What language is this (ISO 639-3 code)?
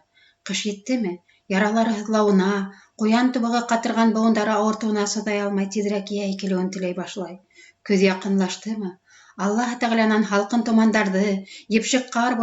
bak